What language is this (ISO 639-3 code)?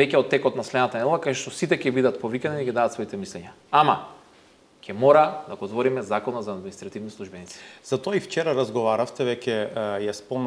mkd